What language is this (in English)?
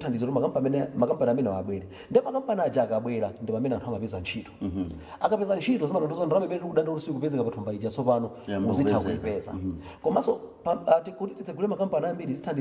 Nyanja